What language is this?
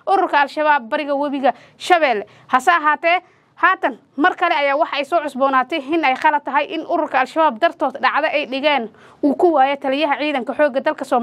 Somali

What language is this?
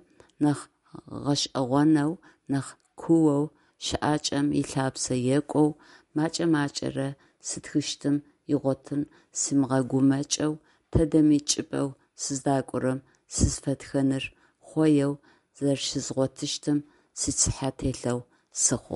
Adyghe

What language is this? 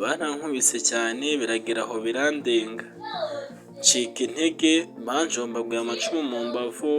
Kinyarwanda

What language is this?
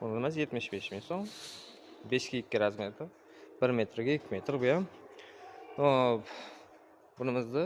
Uzbek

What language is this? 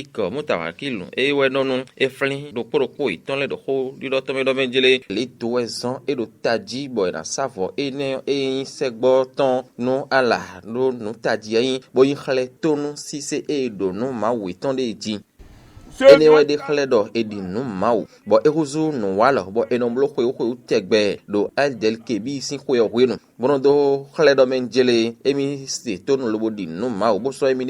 Fon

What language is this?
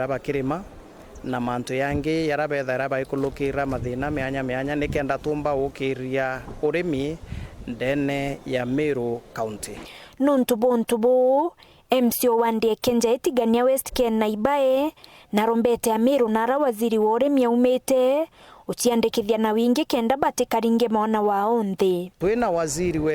Meru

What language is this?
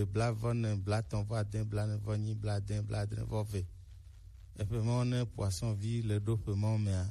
Gen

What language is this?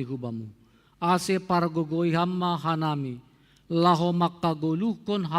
Batak Simalungun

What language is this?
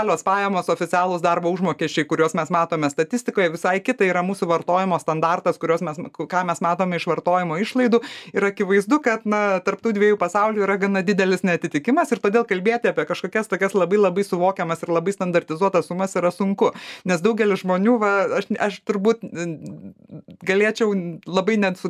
Lithuanian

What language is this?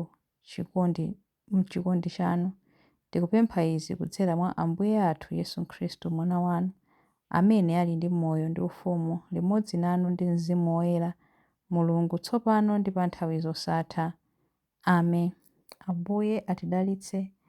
Nyanja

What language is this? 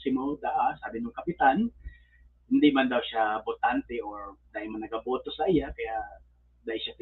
Bikol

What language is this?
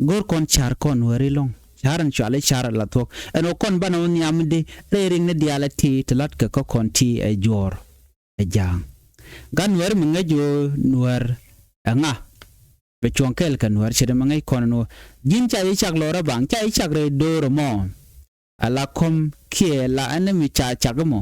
Nuer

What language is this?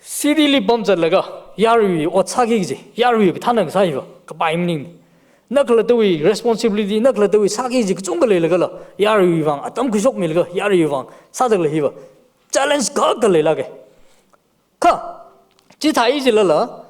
Tangkhul Naga (India)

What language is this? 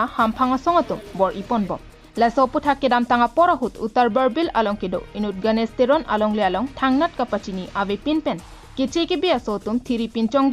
Karbi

